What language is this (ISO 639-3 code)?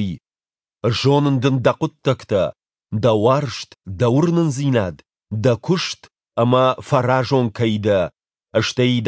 oss